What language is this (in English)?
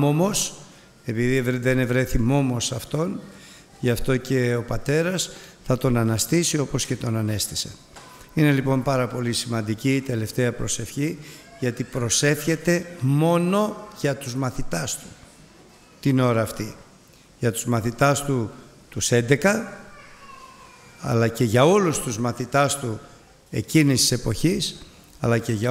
Greek